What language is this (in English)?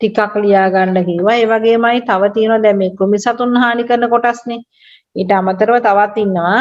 Sinhala